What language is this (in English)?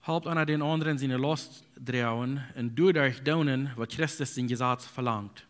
Plautdietsch